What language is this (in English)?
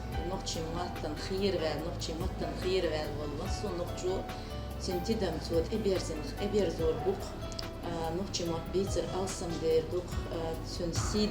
Chechen